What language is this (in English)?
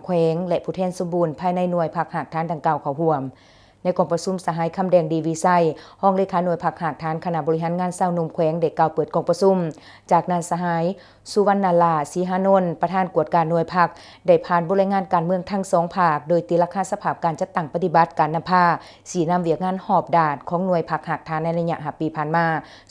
Lao